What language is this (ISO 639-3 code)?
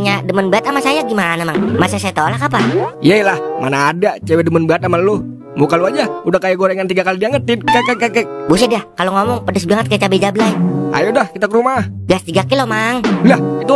bew